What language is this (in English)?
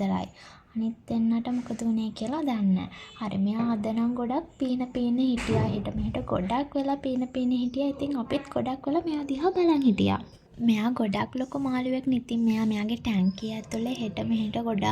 Sinhala